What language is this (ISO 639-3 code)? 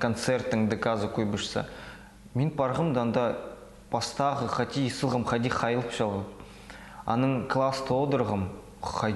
kjh